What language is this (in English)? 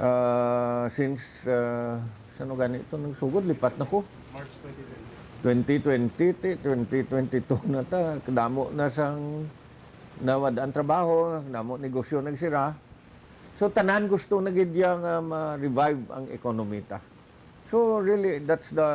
Hiligaynon